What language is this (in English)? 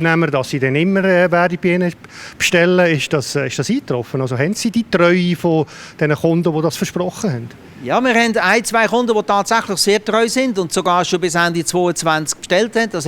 Swiss German